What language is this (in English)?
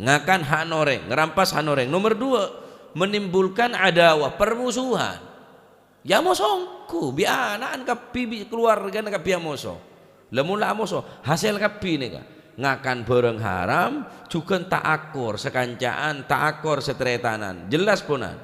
Madurese